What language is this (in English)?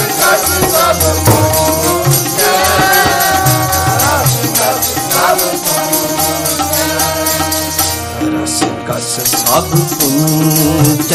Hindi